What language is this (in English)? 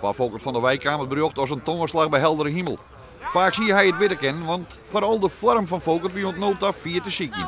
Western Frisian